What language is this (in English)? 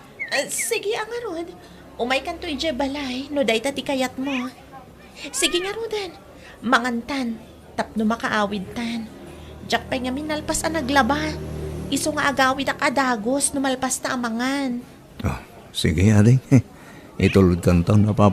Iloko